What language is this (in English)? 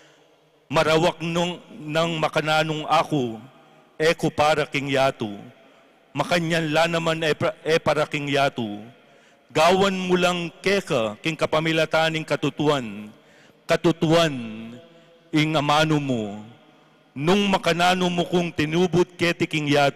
Pampanga